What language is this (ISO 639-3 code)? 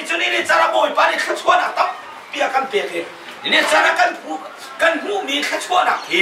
cnh